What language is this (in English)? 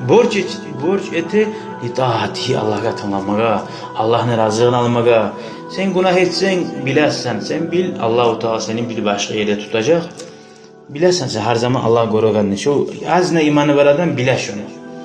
Kumyk